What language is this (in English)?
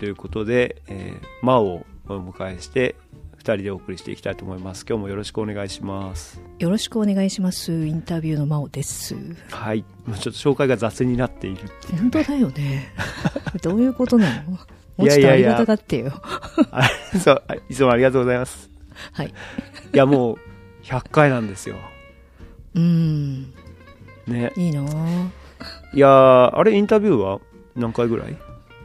Japanese